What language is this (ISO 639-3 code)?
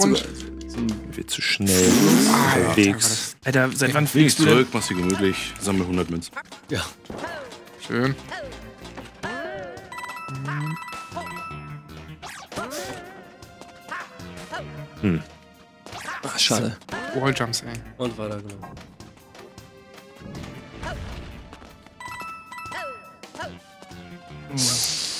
deu